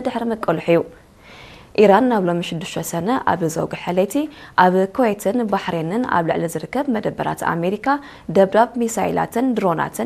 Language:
Tigrinya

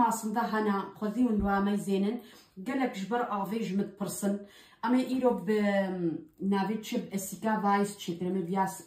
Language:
Kurdish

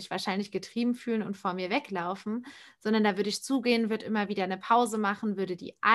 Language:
German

